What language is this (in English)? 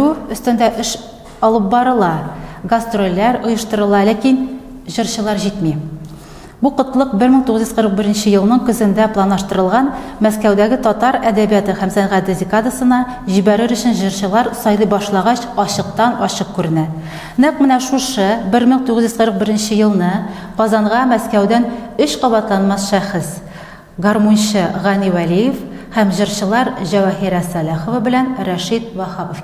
Tatar